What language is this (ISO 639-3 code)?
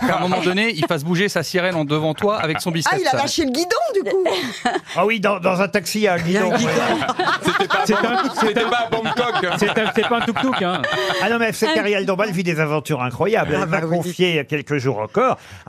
fra